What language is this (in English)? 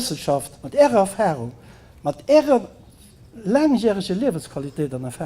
Luxembourgish